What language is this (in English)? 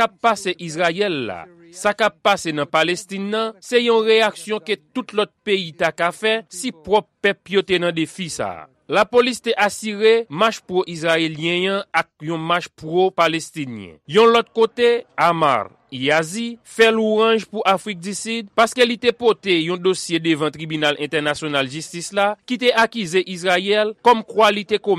Haitian Creole